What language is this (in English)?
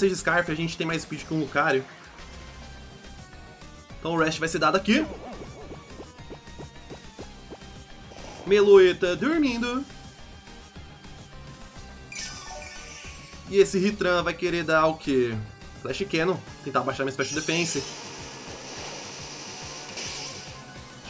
Portuguese